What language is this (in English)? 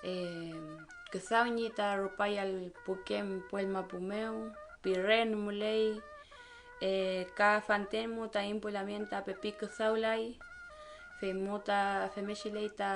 Mapuche